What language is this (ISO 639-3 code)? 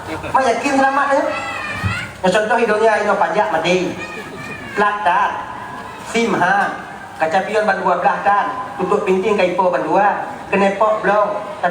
ace